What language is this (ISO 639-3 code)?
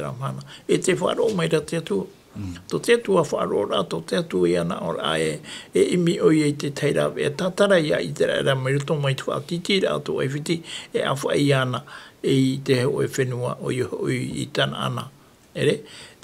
tah